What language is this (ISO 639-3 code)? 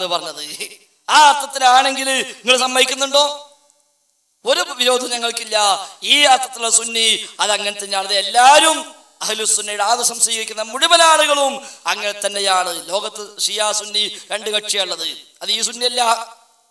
mal